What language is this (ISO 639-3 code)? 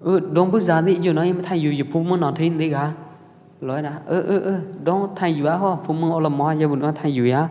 kjp